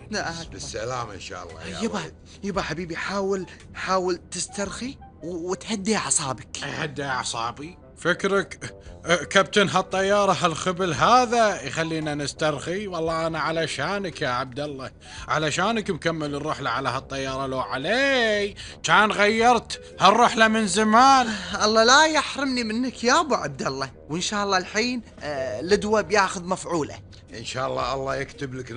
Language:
Gulf Arabic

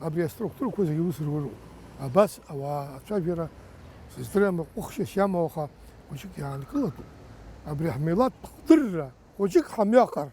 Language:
Abkhazian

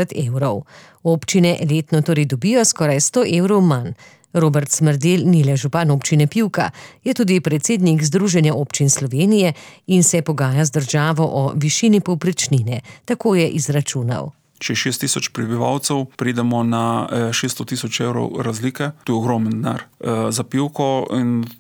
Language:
Slovenian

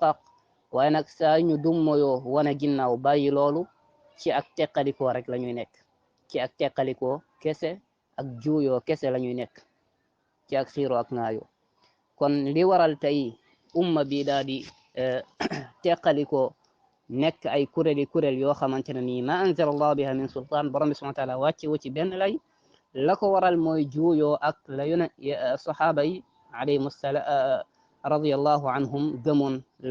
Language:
Wolof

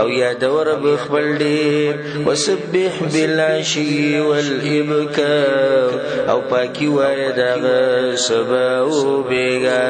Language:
Pashto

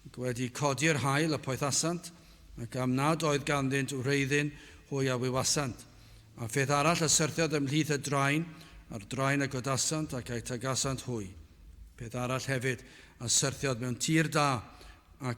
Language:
Welsh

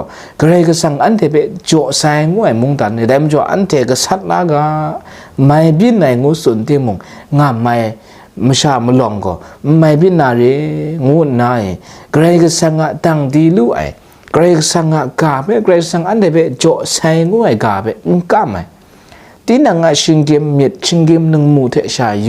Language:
Kachin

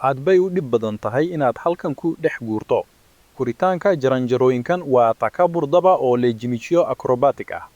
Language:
Somali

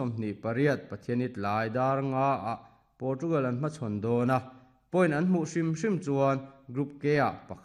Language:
Mizo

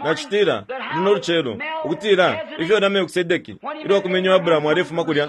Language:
Bemba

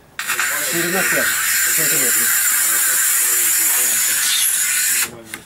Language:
Ukrainian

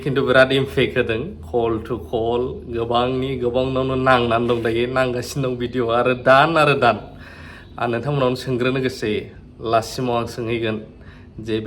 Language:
Bodo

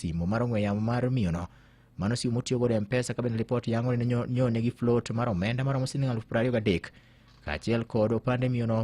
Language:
Luo (Kenya and Tanzania)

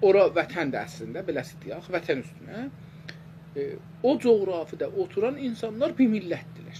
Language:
South Azerbaijani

